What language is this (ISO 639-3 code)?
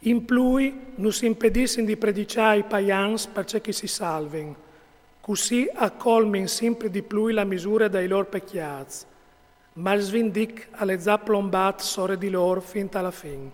fur